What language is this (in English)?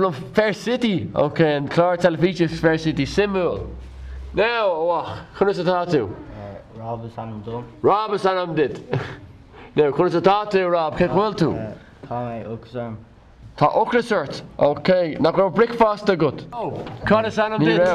Irish